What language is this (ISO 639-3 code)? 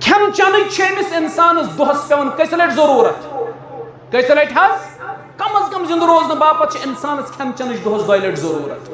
kas